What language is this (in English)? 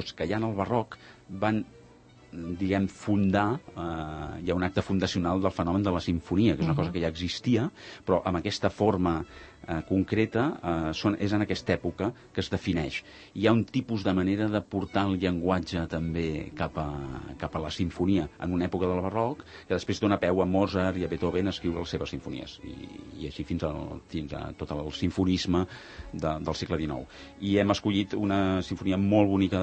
Catalan